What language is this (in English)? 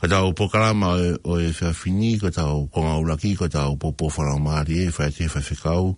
Tongan